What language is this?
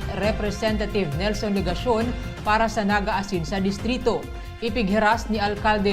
Bikol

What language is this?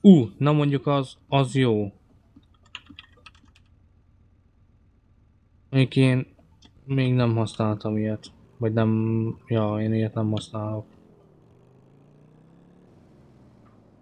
Hungarian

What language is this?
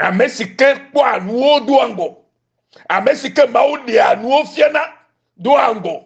Ewe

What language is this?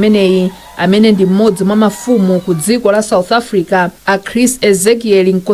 Nyanja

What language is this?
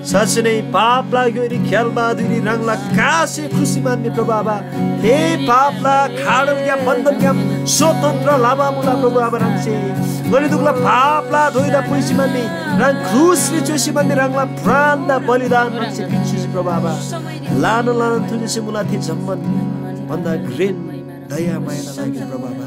Eastern Tamang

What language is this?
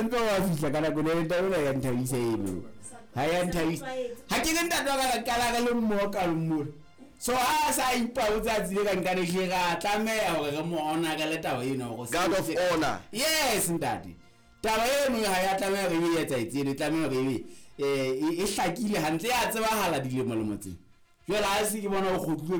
Southern Sotho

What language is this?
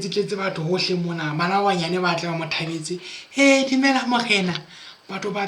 Southern Sotho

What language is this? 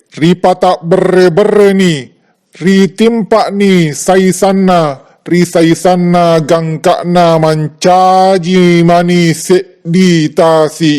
Buginese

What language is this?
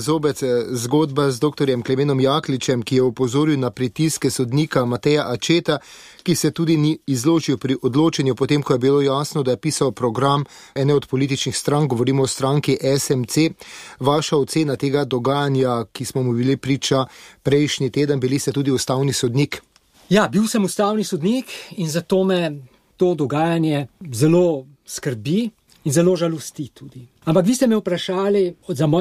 Slovenian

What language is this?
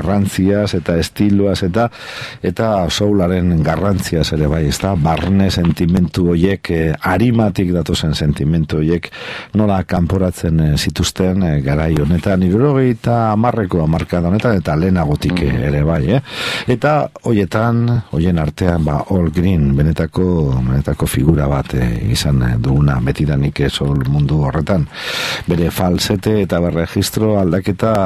Basque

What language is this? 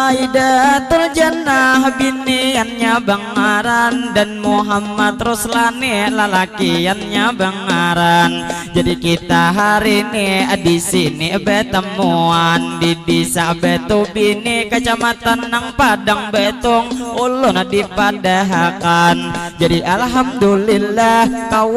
Banjar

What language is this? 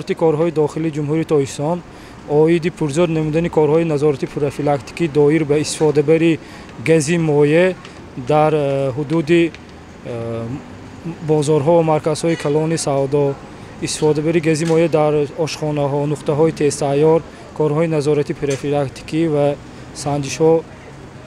Tajik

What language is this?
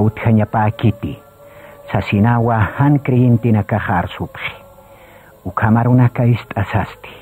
Aymara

